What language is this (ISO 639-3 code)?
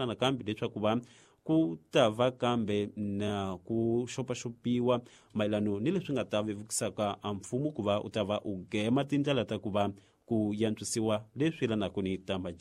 tso